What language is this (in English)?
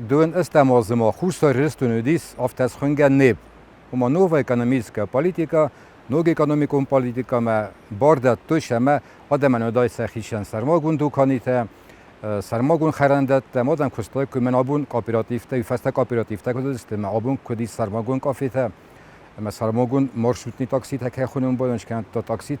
Ossetic